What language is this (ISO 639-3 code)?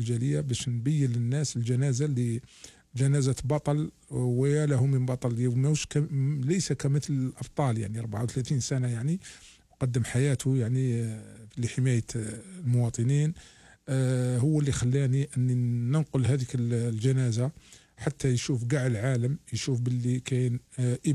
arq